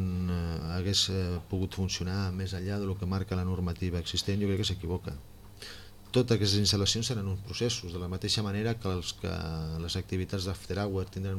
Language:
Catalan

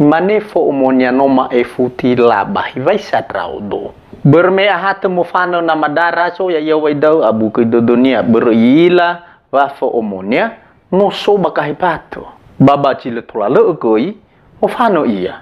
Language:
Nias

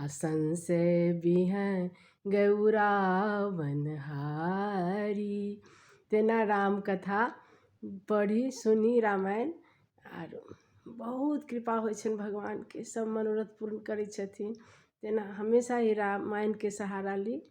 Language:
Maithili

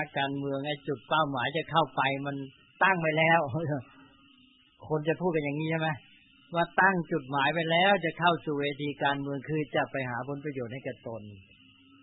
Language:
Thai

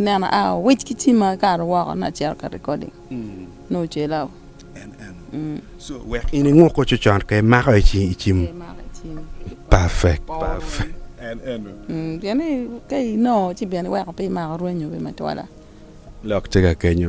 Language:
Acoli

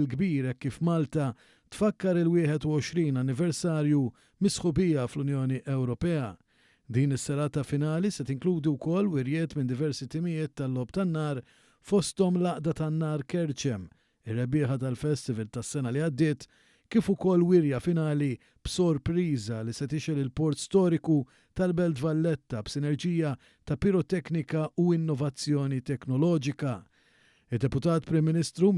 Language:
Maltese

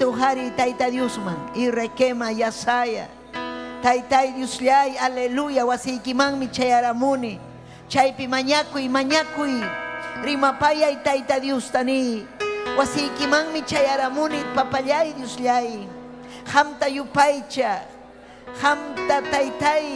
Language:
Ayacucho Quechua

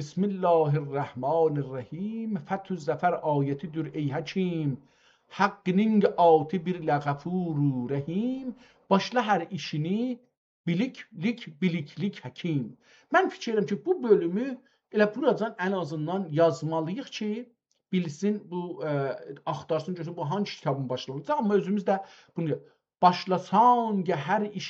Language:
South Azerbaijani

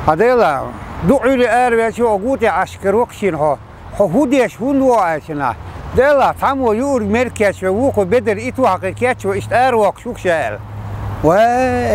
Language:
Chechen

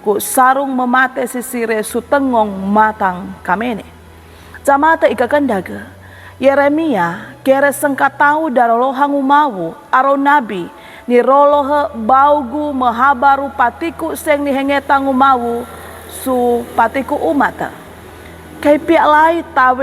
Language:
Sangir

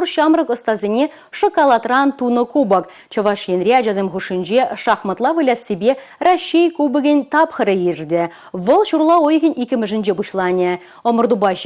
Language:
Chuvash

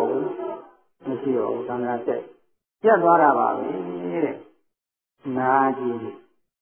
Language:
Burmese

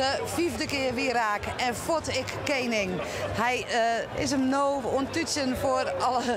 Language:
Western Frisian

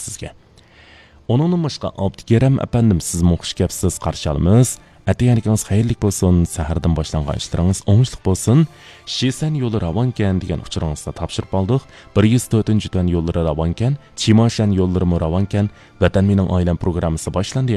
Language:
Uyghur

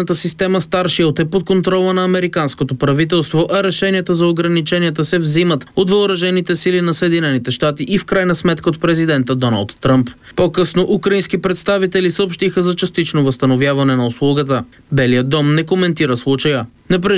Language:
Bulgarian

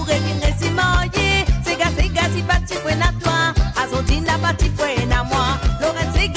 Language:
Morisyen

